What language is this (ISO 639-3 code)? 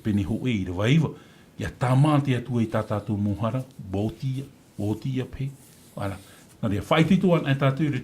tah